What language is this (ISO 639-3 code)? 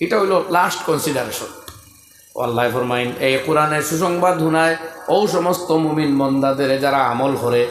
syl